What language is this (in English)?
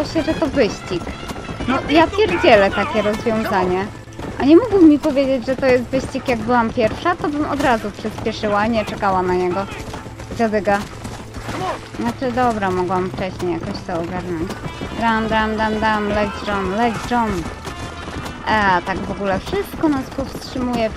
Polish